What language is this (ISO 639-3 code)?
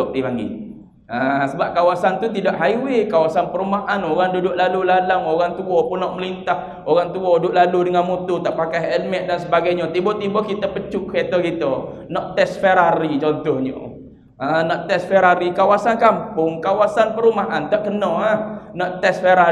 msa